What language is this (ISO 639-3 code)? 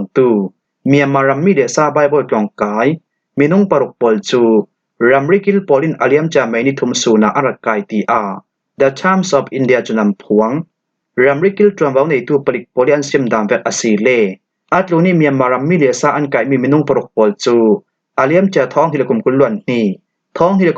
cfm